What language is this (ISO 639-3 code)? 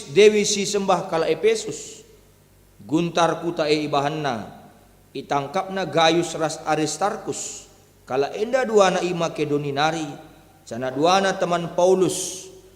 btx